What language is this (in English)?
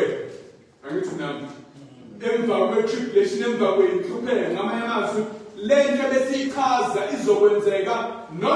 Zulu